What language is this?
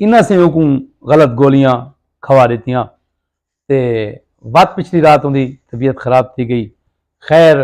Saraiki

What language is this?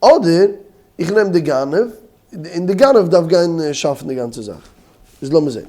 Yiddish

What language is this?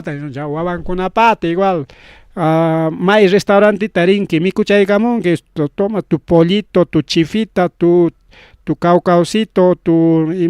Ayacucho Quechua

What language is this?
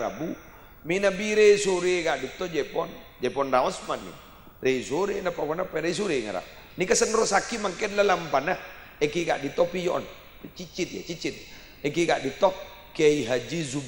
Madurese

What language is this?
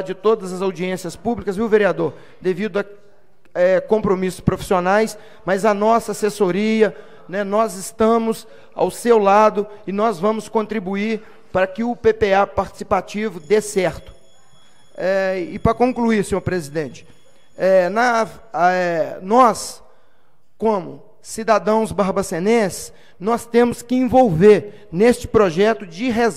Portuguese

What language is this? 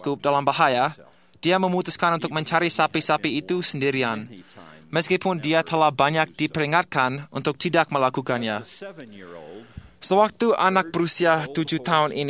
Indonesian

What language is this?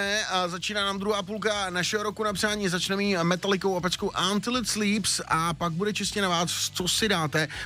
Czech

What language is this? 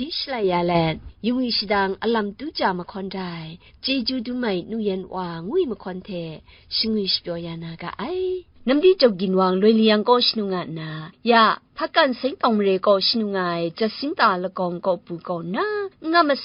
Kachin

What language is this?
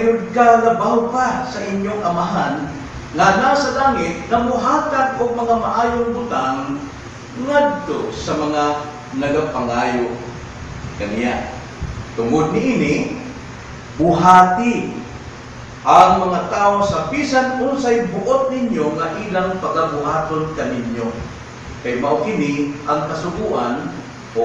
Cebuano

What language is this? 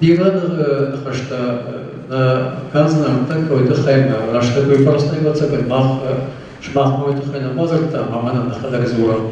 Ossetic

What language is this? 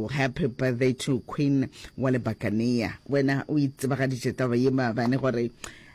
Northern Sotho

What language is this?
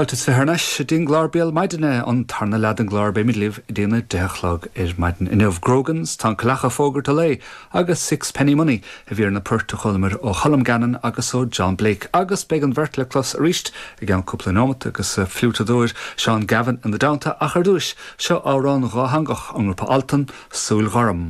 Irish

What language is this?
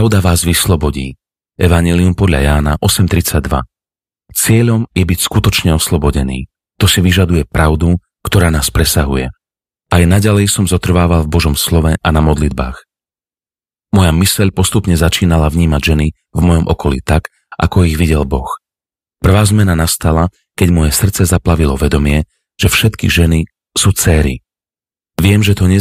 Slovak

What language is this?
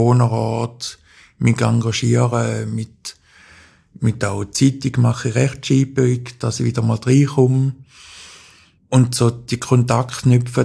German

